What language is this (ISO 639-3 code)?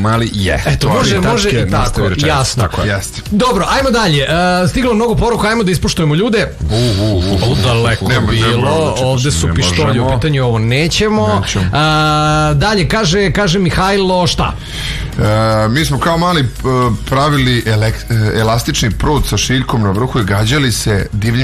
srp